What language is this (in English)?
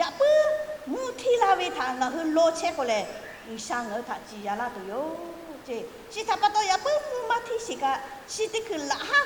Lahu